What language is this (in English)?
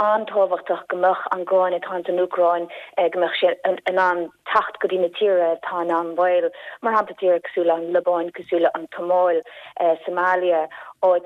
Irish